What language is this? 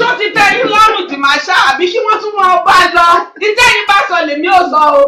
Yoruba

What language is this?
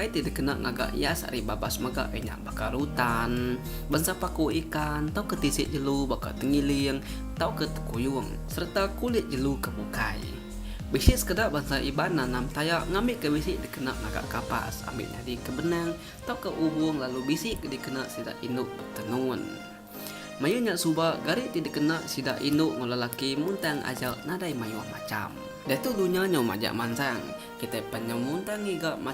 Iban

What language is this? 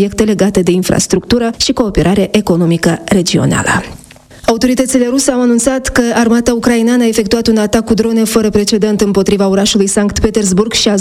Romanian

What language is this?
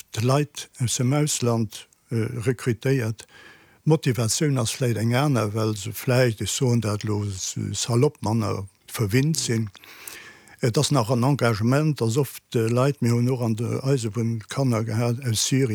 Luxembourgish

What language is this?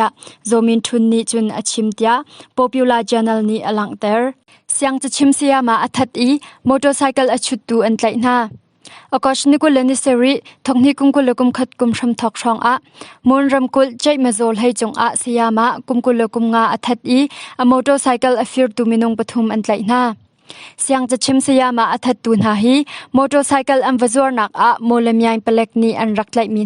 Hakha Chin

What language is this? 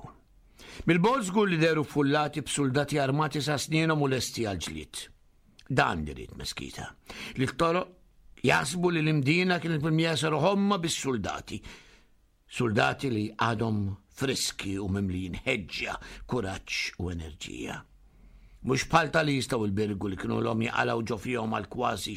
Maltese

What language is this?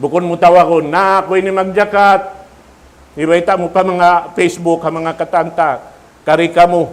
Tausug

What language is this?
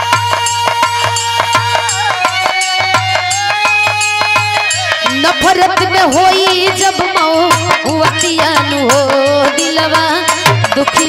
Bhojpuri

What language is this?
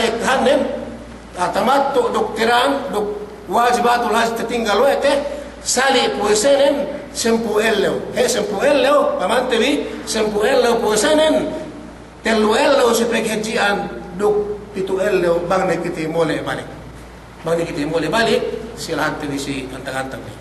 Yakan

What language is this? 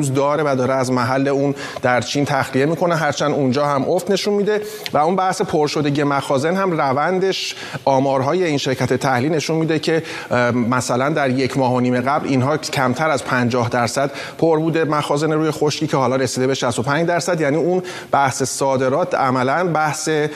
Persian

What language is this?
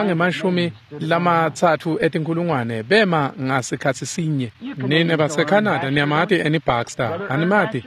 Swati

